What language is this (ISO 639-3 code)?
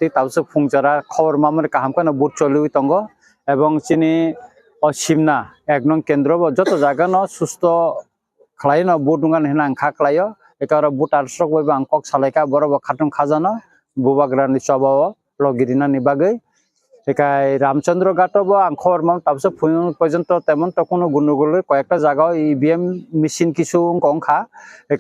trp